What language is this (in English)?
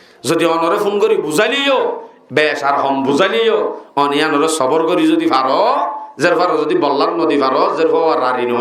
Rohingya